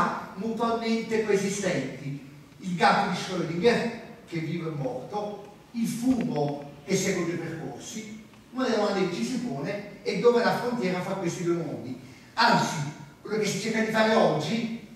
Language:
Italian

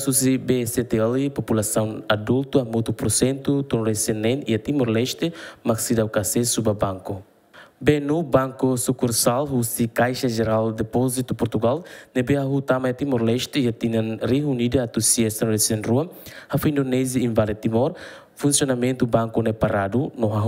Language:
Tetum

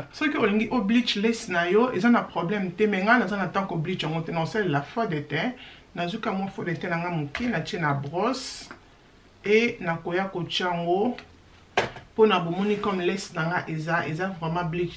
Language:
Lingala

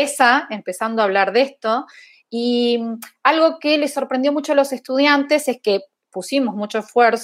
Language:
Spanish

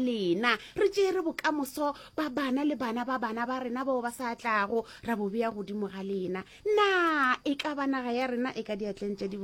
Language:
Northern Sotho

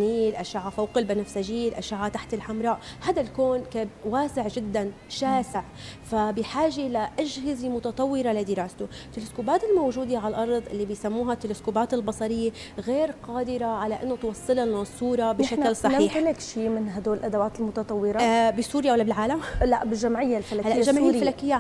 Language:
North Levantine Arabic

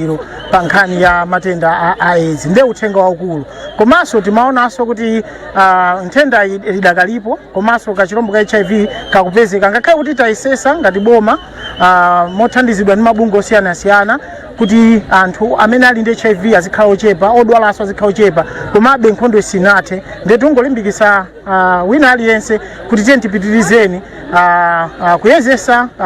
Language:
Nyanja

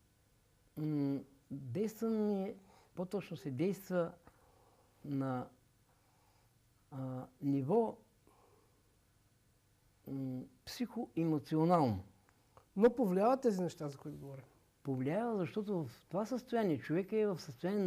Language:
Bulgarian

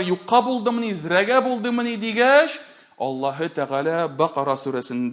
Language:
Tatar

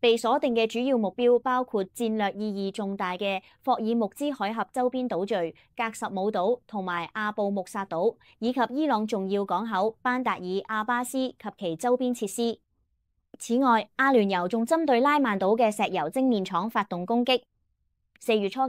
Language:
Cantonese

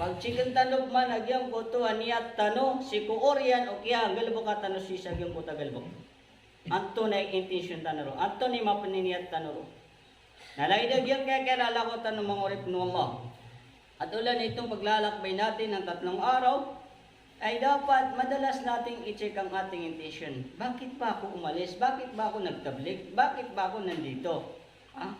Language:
Maranao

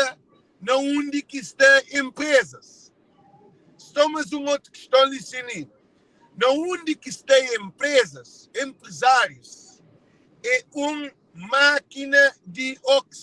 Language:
Kabuverdianu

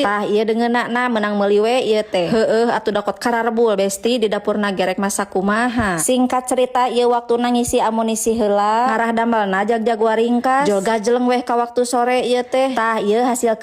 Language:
Sundanese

